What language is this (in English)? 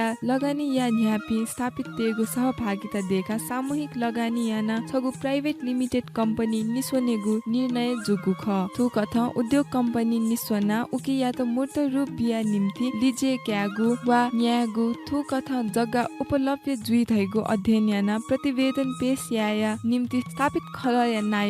Newari